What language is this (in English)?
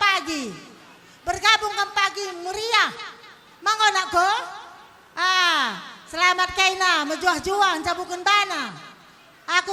Batak Karo